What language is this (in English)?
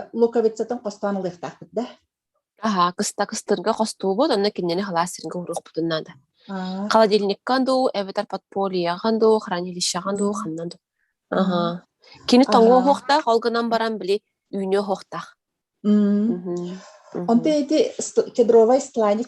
Yakut